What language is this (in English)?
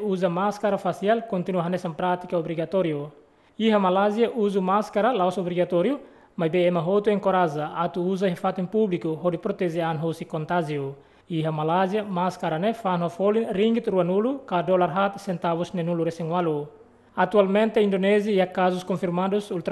Tetum